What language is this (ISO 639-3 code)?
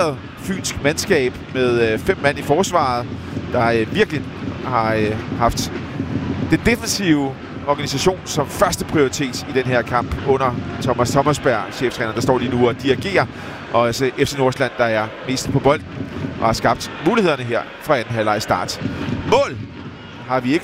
dan